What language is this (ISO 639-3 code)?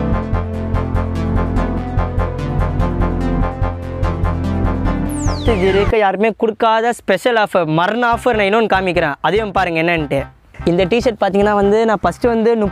tam